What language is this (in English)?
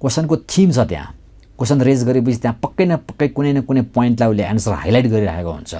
Nepali